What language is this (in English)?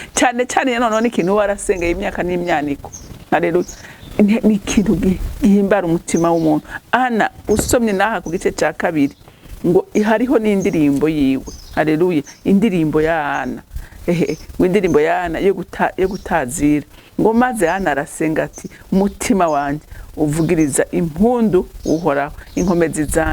Rundi